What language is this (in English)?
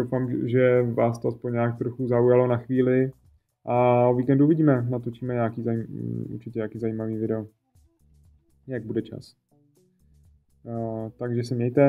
Czech